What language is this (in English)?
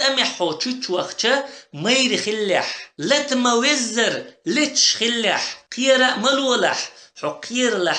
Chechen